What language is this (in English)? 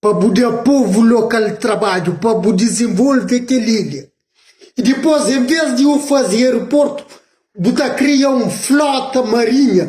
Kabuverdianu